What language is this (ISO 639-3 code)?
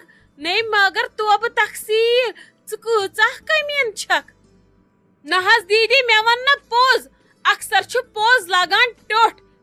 kas